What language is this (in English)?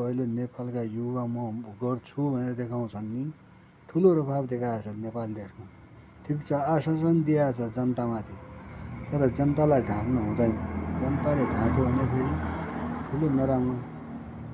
Nepali